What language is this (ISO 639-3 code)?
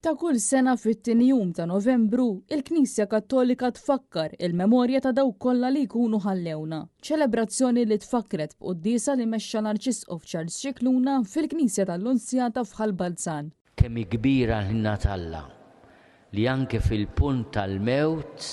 mlt